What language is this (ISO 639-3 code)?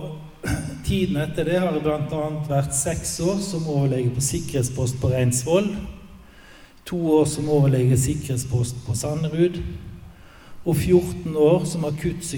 nor